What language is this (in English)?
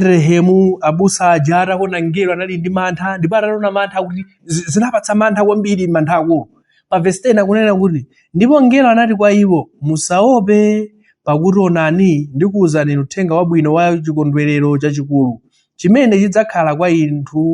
Nyanja